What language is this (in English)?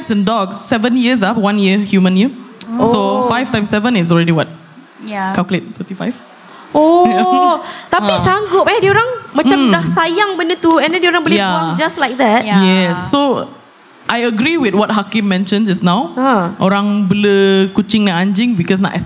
Malay